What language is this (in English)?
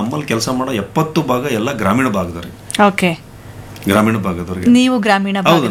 Kannada